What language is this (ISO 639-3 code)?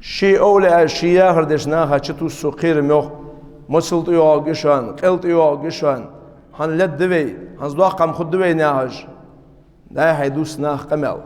inh